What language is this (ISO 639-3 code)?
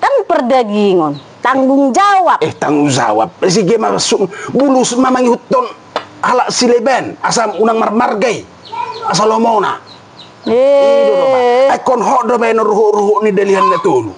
bbc